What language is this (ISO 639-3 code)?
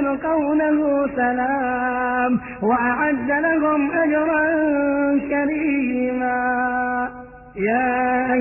ara